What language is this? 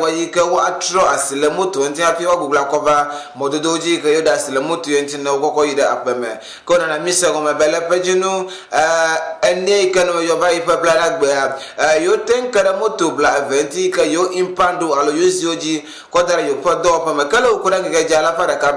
Ewe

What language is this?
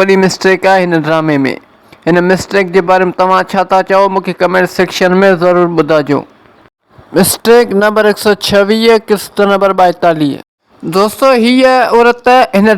Sindhi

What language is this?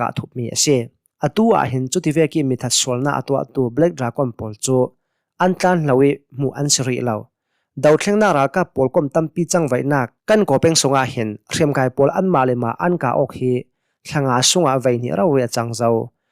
Hakha Chin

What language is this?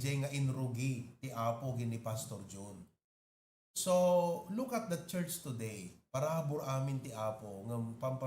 Iloko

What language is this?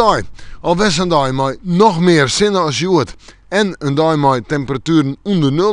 Western Frisian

